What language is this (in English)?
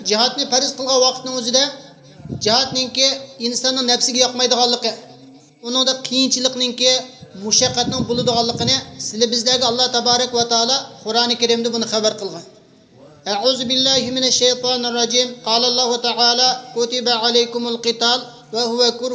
Uyghur